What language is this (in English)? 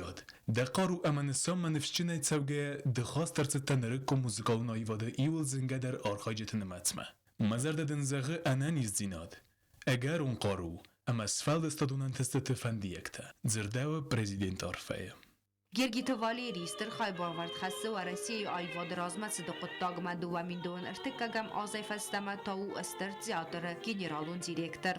Ossetic